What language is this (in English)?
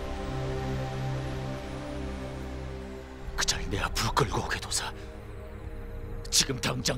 Korean